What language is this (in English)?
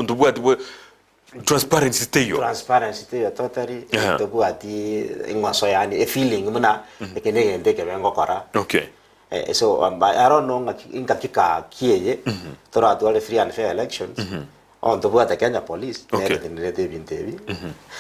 Gusii